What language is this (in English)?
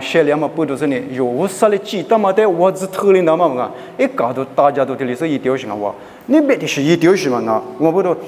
Lisu